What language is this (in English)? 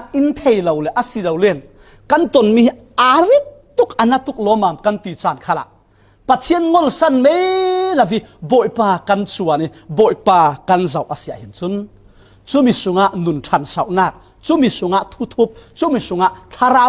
Falam Chin